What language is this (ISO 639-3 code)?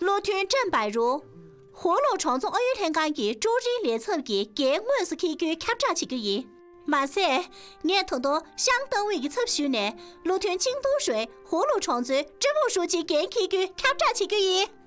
bod